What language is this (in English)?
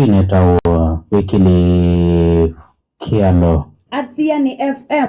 Kamba